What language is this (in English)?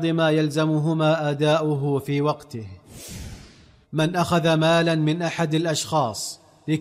Arabic